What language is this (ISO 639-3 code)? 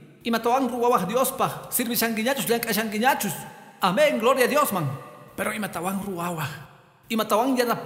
que